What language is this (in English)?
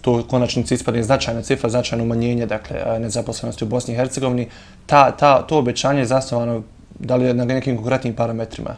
Bosnian